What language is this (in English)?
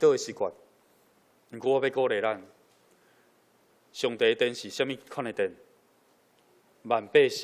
Min Nan Chinese